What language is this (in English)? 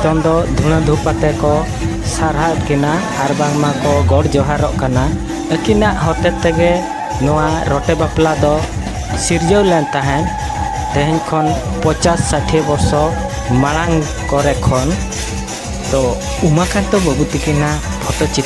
Santali